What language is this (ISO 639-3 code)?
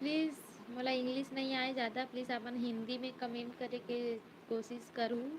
hne